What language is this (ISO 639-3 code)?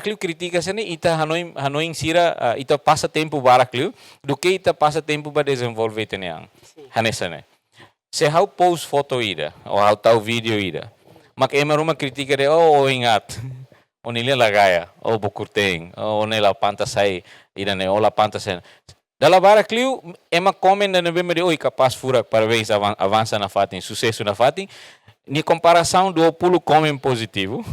tet